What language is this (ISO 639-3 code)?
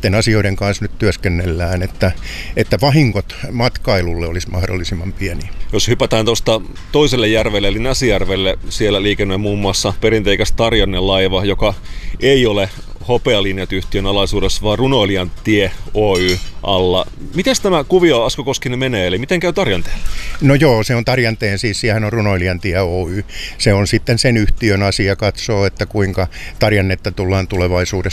fin